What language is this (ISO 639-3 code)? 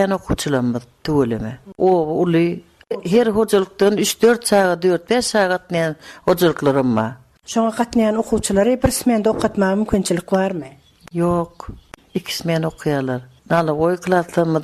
tuk